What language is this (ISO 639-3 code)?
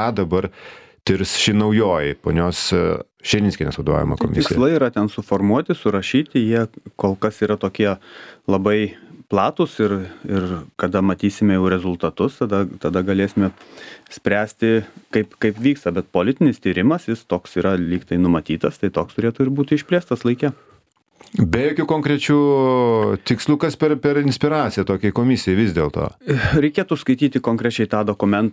lit